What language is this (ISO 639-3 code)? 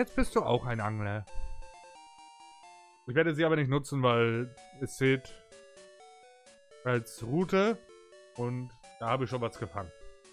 deu